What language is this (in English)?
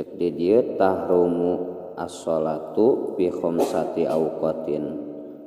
Sundanese